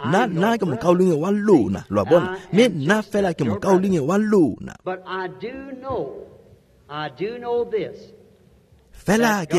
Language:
Tswana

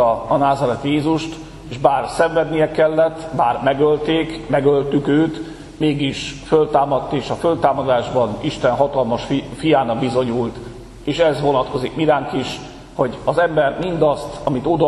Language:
Hungarian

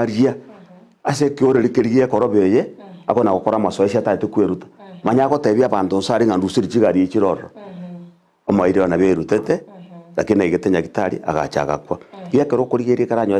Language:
Gusii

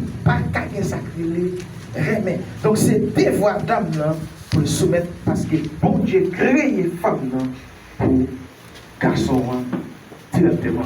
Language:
Haitian Creole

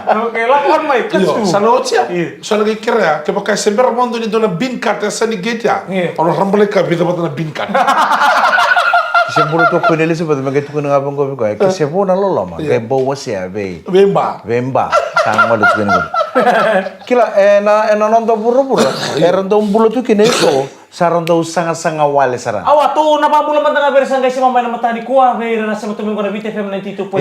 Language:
Fijian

